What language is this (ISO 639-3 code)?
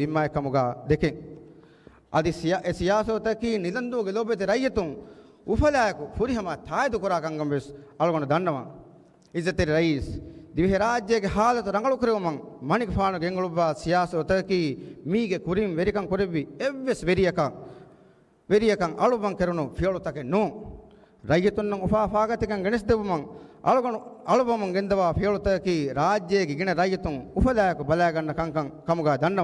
div